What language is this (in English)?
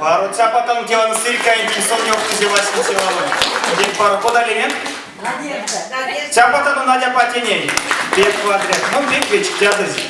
Erzya